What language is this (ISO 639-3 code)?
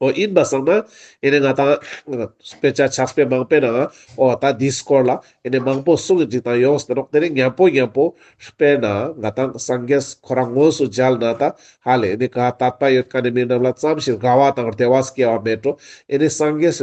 lbj